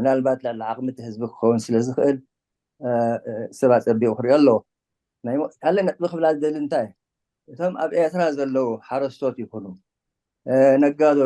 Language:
Tigrinya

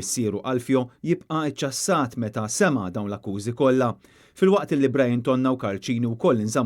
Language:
Maltese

